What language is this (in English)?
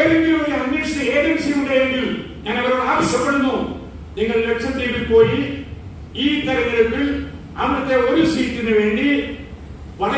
Malayalam